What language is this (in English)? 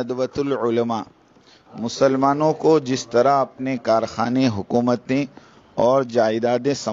Urdu